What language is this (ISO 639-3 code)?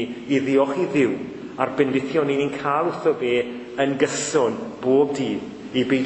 cym